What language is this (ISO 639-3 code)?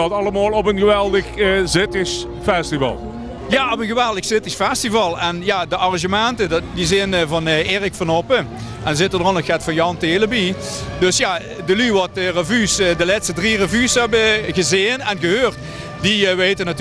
lim